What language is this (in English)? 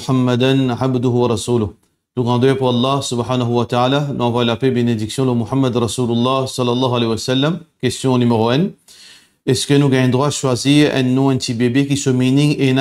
Morisyen